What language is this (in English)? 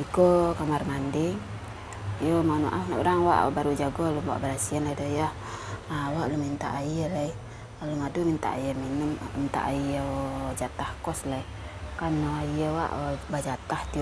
Minangkabau